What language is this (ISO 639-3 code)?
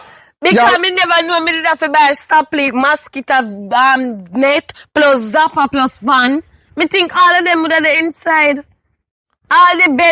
jam